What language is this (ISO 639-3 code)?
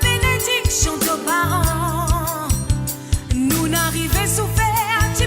mfe